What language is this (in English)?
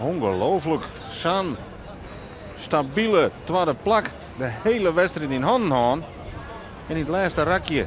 Western Frisian